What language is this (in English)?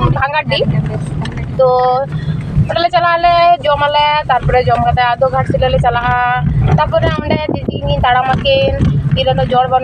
Santali